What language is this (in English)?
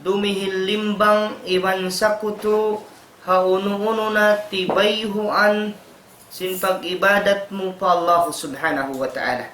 Tausug